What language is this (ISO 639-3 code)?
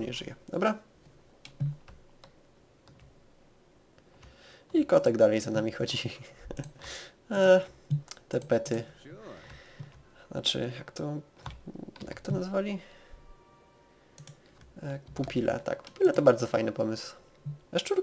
pol